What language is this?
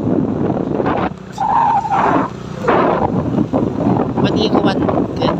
Lao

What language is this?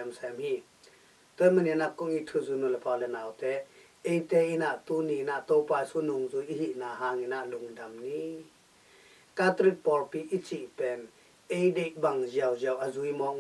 Tedim Chin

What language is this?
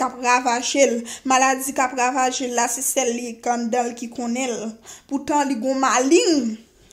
Haitian Creole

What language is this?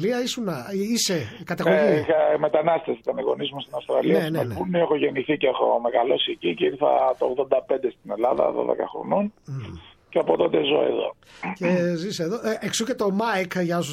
Greek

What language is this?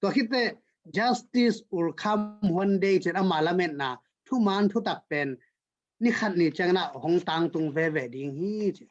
Tedim Chin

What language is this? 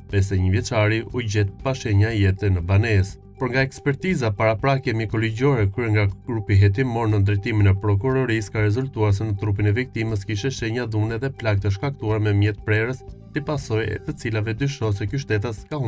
Albanian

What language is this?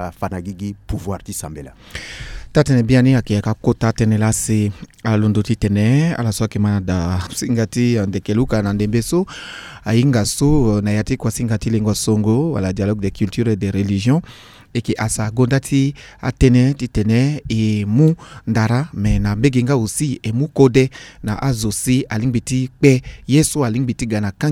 Sango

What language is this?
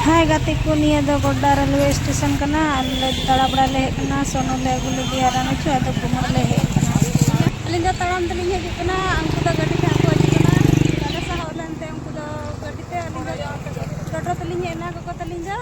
Santali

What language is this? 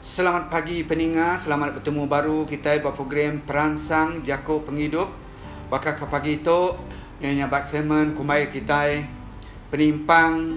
Iban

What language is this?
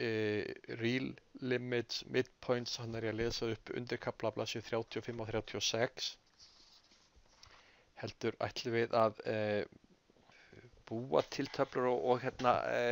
Icelandic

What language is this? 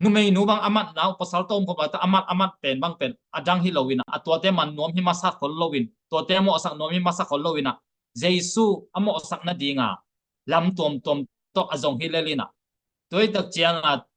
Tedim Chin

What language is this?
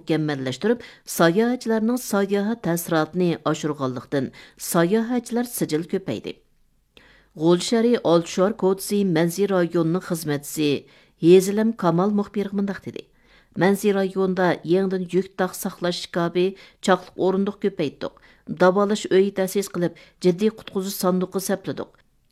Uyghur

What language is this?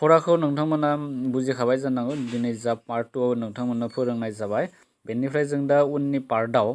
Bodo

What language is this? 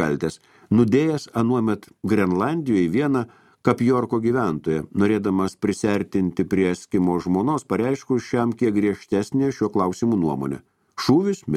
Lithuanian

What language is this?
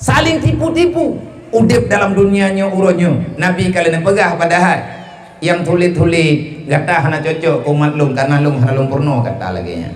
Achinese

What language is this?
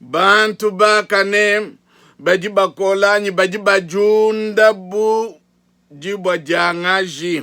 Luba-Lulua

